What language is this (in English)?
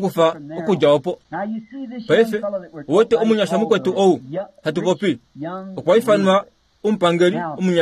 Kuanyama